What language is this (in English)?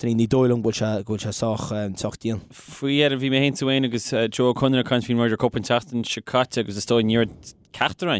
Irish